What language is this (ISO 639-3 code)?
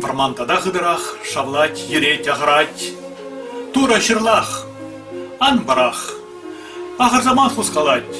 chv